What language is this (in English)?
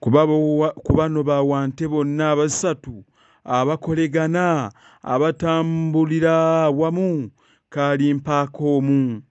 Ganda